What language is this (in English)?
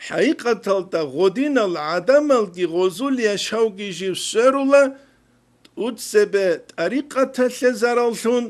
Avaric